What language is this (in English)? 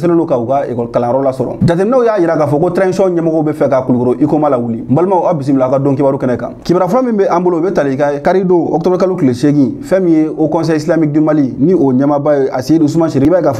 Bambara